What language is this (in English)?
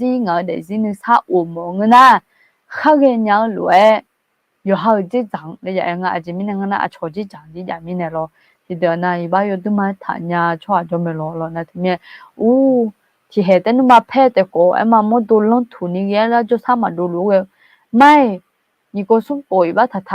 Akha